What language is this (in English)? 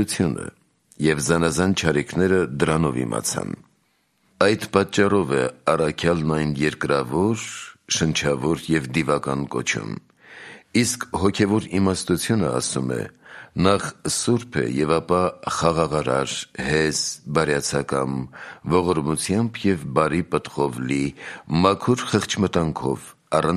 Armenian